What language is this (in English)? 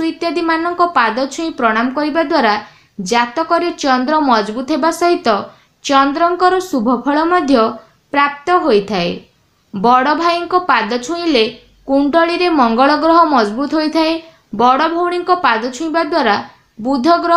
Odia